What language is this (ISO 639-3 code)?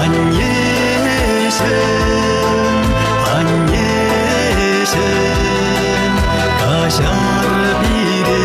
chv